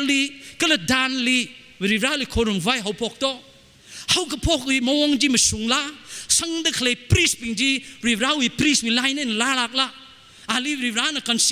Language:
Tangkhul Naga (India)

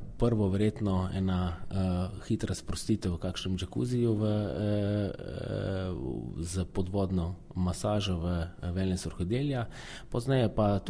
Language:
Slovenian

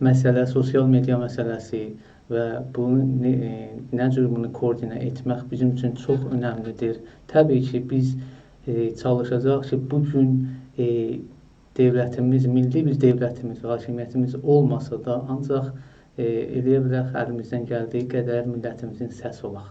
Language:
South Azerbaijani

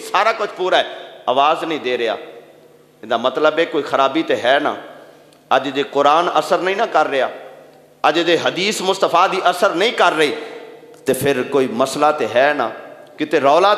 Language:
Western Panjabi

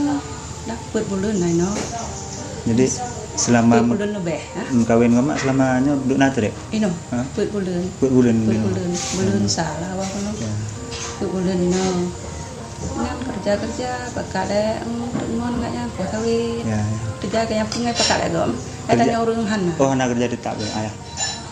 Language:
Achinese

